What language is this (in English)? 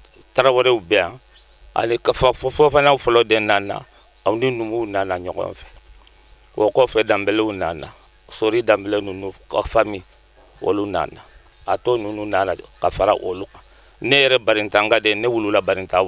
Bambara